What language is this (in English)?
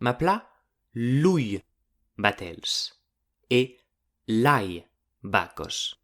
Occitan